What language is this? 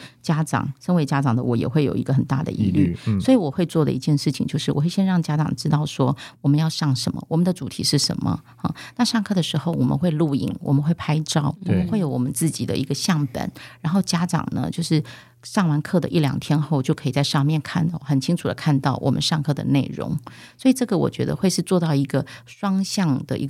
Chinese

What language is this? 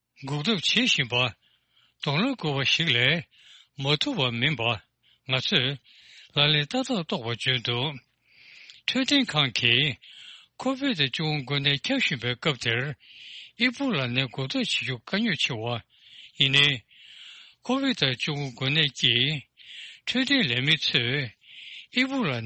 Tibetan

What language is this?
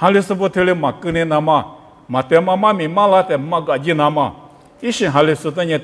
Lisu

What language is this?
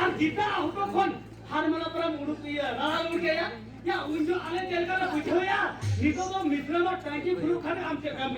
Santali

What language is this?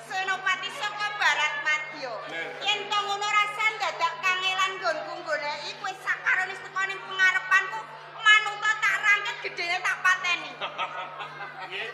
Javanese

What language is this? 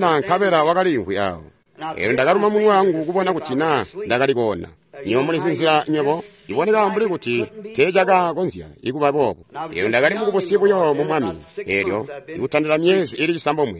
Tonga (Zambia)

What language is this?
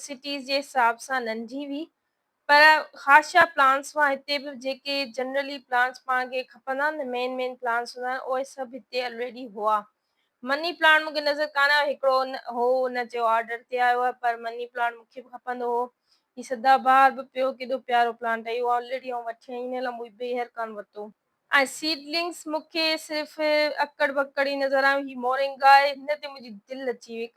Sindhi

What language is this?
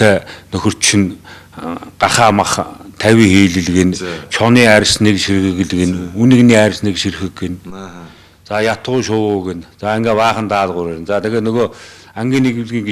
Mongolian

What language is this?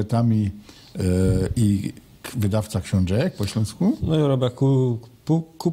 Silesian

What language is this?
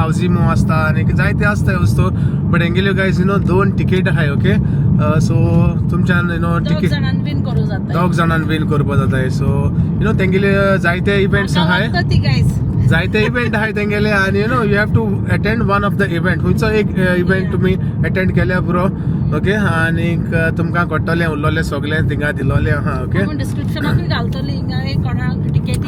Konkani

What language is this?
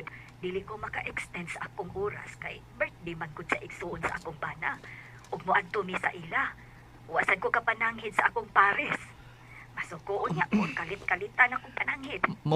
Cebuano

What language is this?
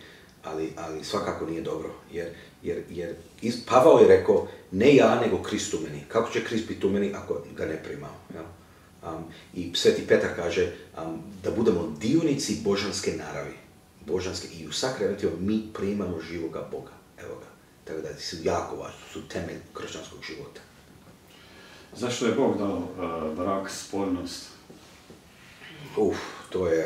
Croatian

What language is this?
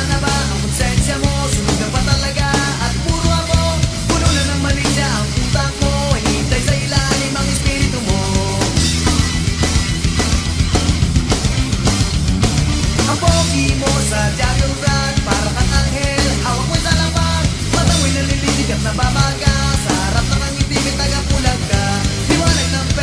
Filipino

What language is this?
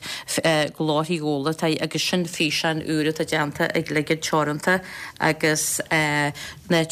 Irish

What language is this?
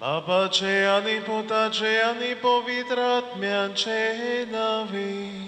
Konkani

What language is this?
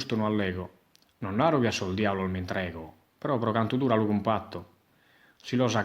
Sardinian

